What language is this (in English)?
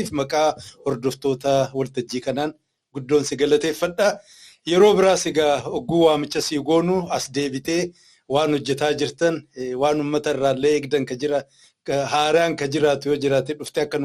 Oromo